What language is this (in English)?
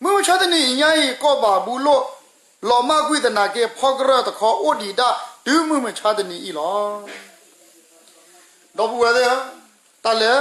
S'gaw Karen